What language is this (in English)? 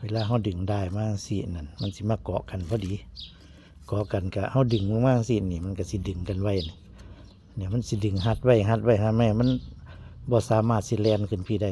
Northeastern Thai